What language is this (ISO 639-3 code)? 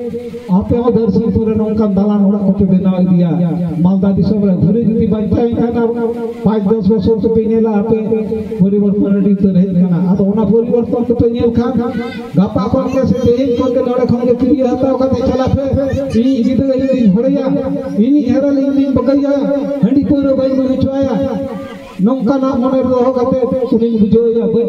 sat